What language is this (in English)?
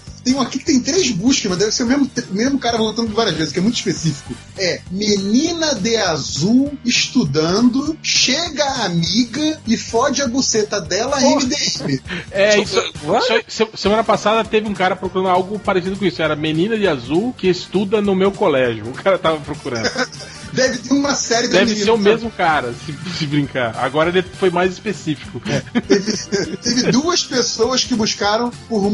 Portuguese